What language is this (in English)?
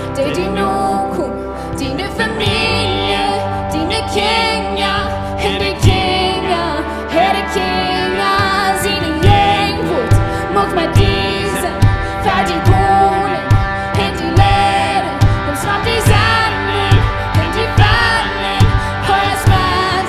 Plautdietsch